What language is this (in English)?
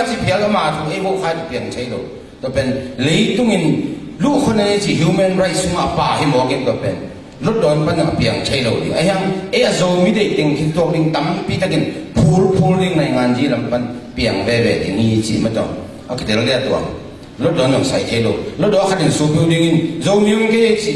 Tedim Chin